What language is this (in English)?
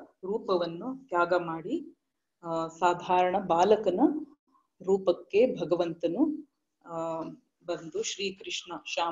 Kannada